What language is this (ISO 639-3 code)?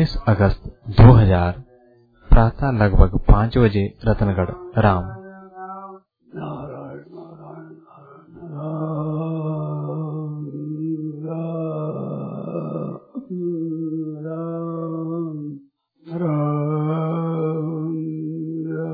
hin